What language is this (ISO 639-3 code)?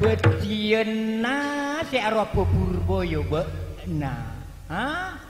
mad